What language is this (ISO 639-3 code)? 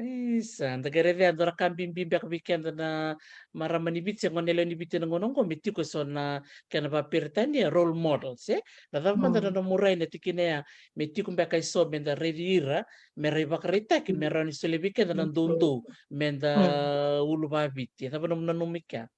fij